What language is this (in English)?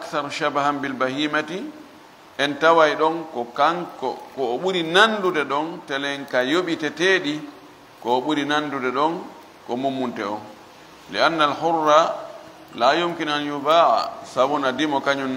Fula